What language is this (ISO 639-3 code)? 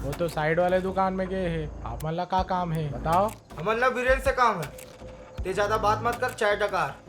hne